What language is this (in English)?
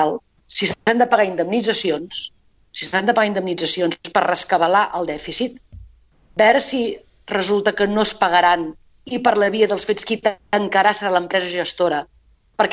Catalan